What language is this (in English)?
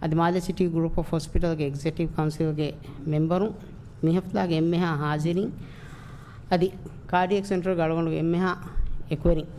Divehi